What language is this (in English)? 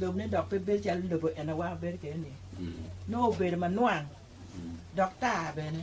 Acoli